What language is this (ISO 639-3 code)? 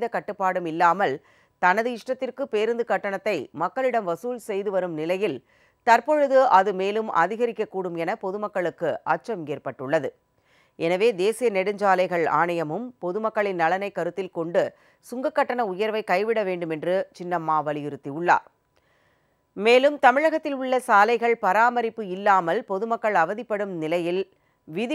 tam